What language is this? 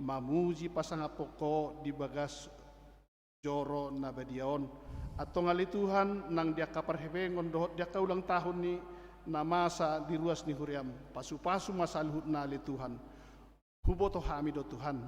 Batak Toba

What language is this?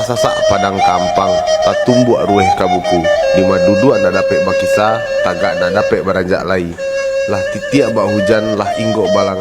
Minangkabau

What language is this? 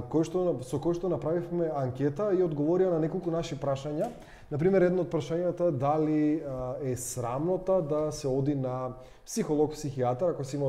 Macedonian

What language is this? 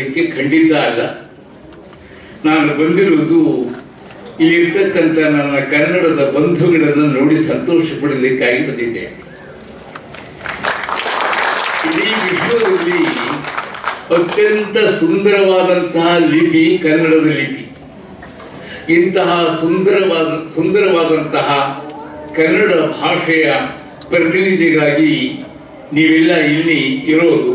Kannada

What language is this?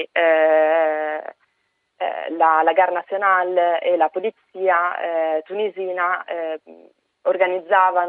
Italian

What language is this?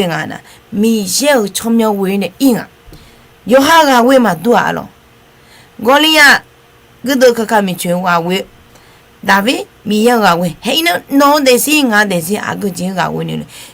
Akha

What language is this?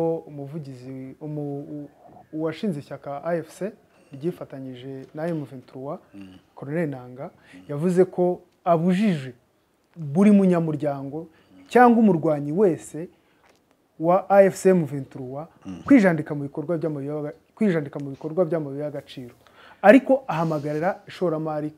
Kinyarwanda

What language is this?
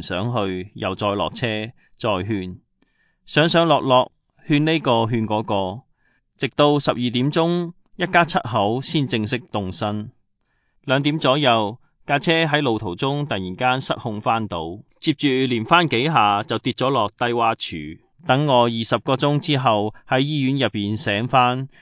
Cantonese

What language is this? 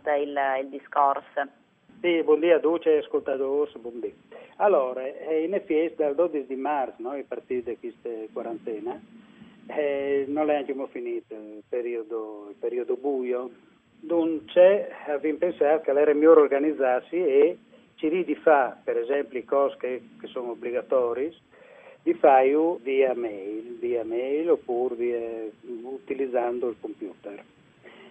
Friulian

